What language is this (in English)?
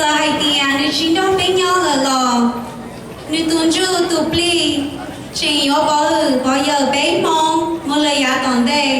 Hmong